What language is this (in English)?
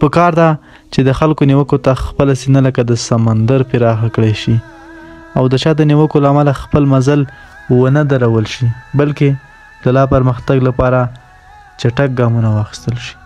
Pashto